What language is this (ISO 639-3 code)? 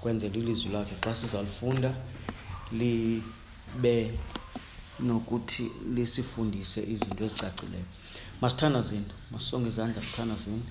xho